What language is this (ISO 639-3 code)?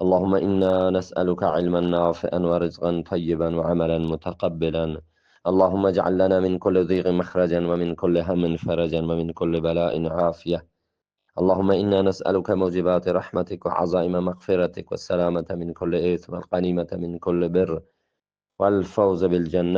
bgp